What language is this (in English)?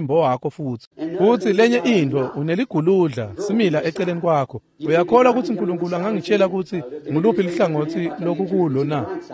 Swati